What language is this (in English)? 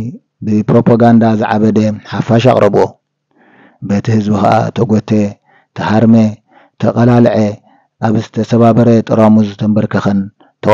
Tigrinya